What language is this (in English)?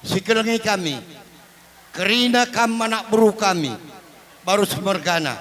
Batak Karo